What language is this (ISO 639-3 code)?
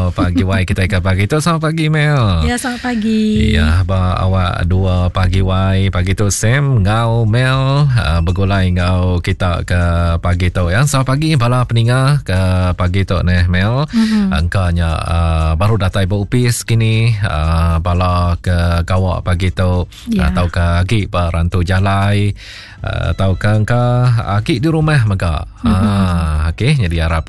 iba